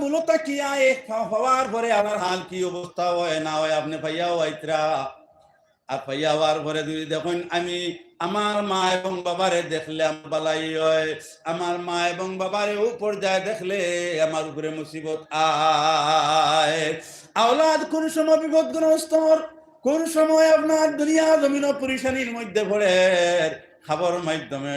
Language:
Sylheti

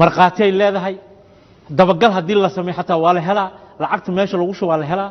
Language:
Somali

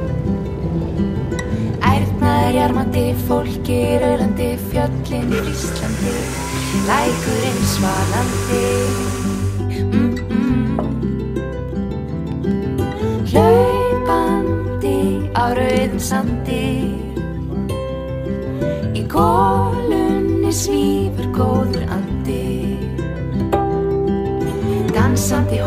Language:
Icelandic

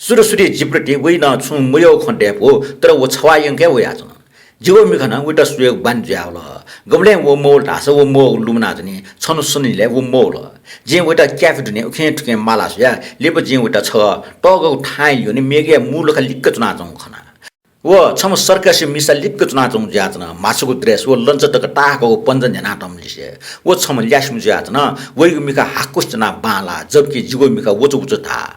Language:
Newari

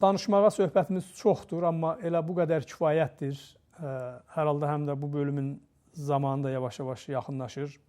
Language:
Azerbaijani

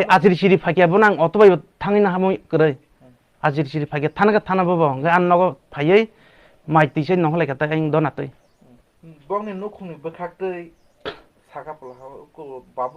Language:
Kok Borok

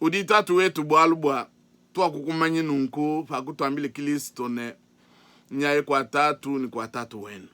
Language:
Luba-Lulua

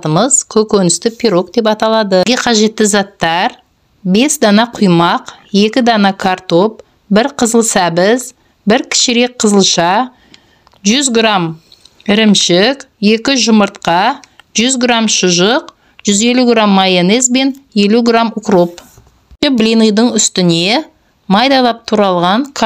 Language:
Kazakh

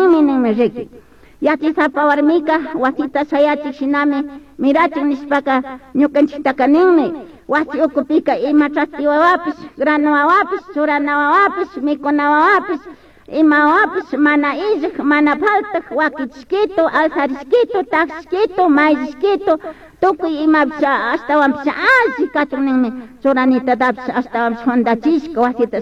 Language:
Chimborazo Highland Quichua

